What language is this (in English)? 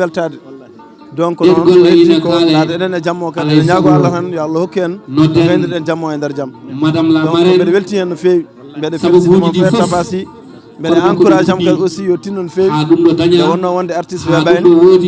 Fula